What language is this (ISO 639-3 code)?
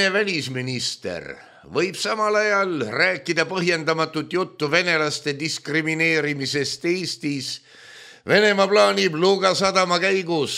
est